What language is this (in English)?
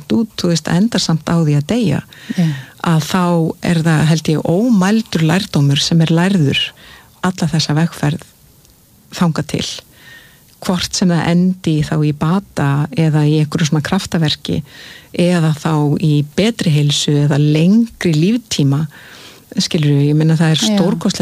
Icelandic